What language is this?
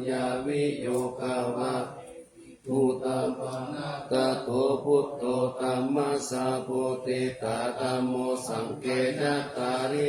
Pali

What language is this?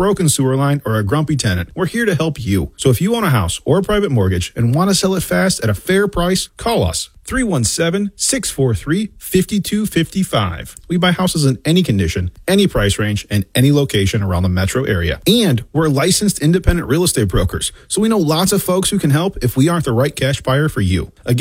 English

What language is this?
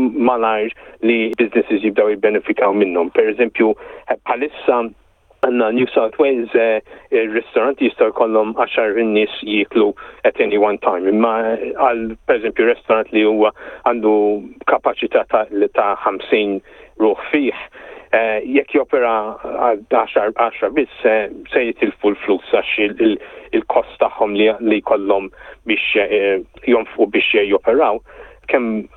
Maltese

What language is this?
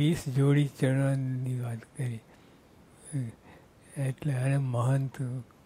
Gujarati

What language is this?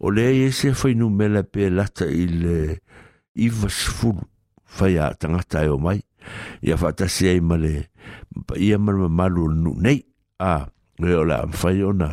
Samoan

